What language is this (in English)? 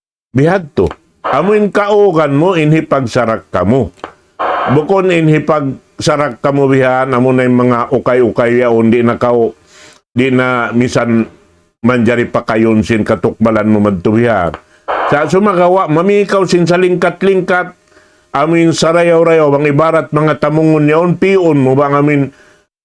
Tausug